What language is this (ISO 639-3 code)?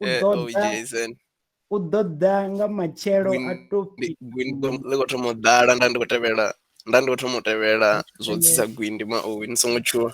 ven